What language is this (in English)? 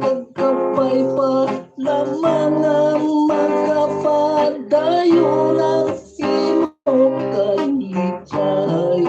Hiligaynon